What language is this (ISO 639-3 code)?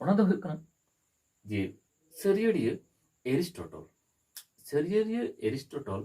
sat